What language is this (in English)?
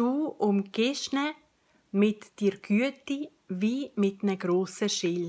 Swiss German